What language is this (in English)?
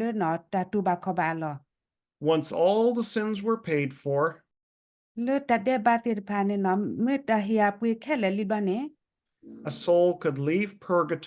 S'gaw Karen